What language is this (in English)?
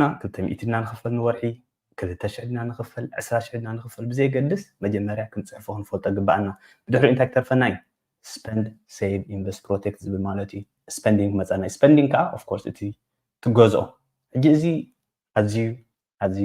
Tigrinya